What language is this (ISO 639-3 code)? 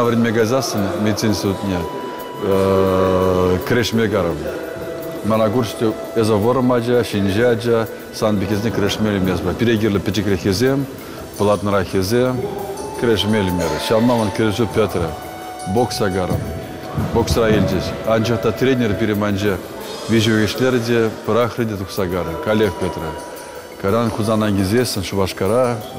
chv